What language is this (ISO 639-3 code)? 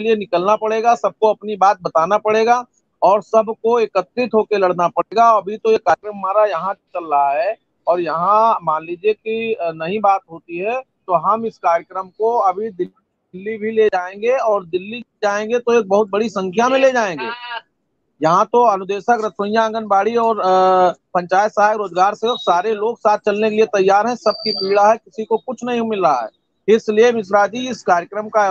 hin